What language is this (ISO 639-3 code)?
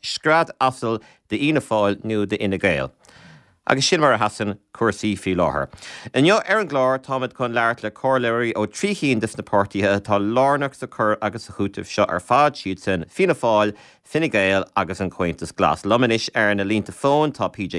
gle